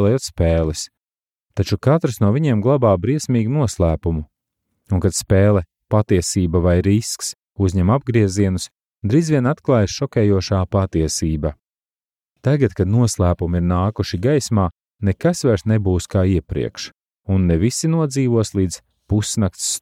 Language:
Latvian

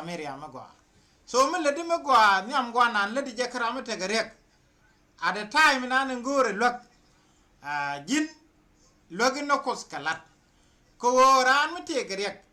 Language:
Nuer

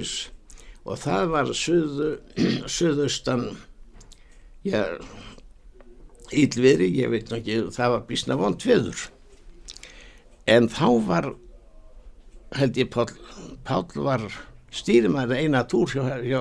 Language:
Icelandic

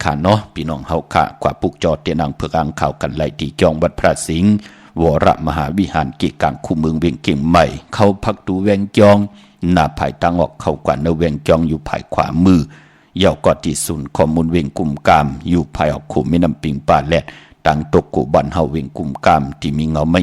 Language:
Shan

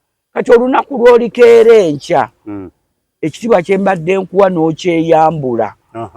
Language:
Ganda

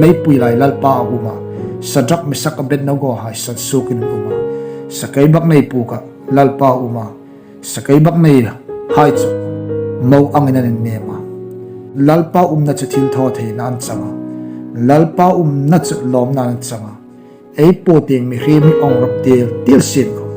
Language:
Hmar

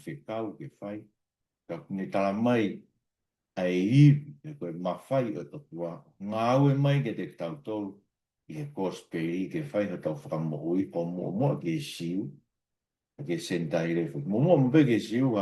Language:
Tongan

